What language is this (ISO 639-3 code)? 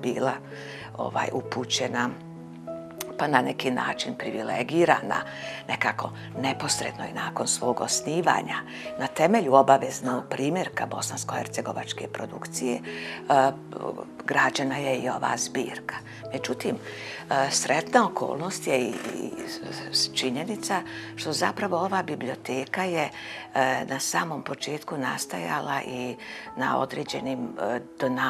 bos